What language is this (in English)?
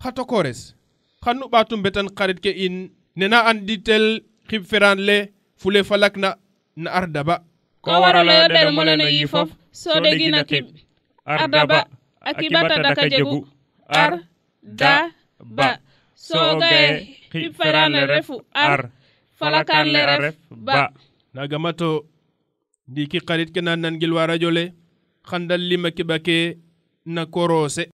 Serer